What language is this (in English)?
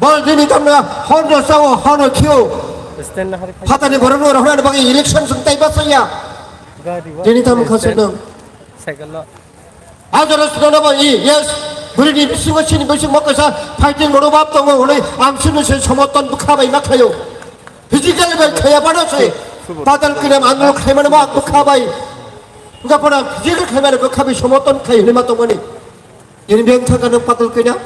Kok Borok